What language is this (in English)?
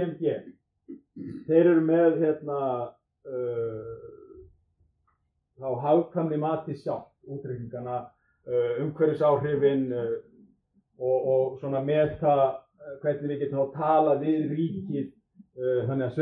Icelandic